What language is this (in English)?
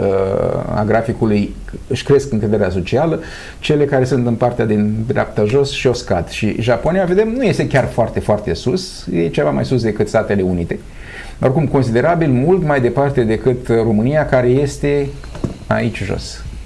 Romanian